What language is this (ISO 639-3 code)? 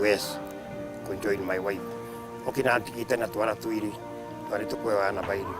mer